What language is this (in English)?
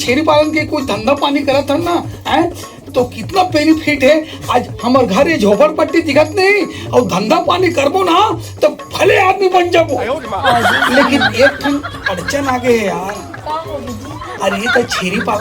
Chhattisgarhi